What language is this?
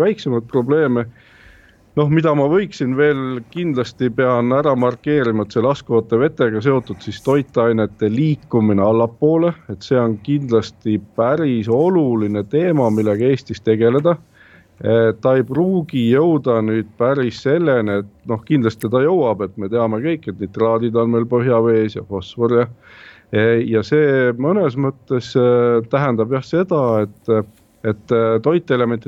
Estonian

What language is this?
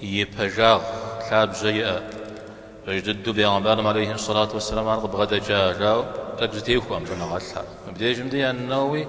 Kabardian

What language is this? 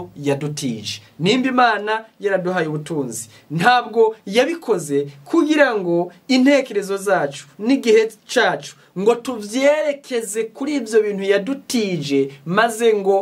Rundi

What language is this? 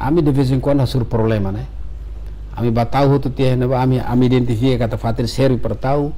Tetum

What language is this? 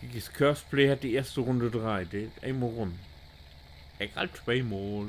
Low German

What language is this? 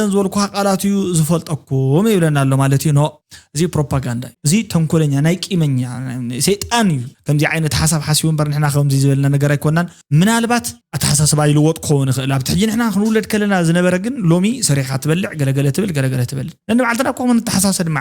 Tigrinya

